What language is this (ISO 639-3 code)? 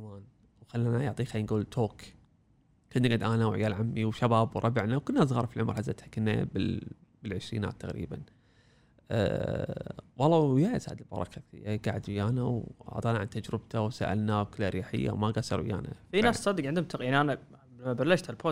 afb